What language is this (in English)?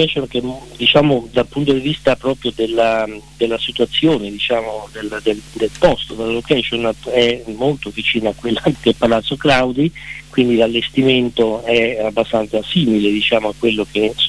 Italian